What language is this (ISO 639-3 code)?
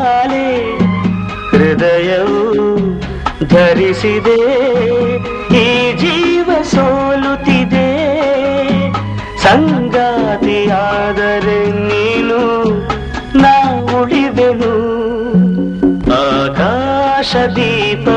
kan